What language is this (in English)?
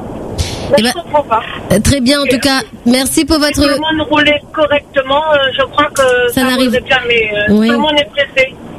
French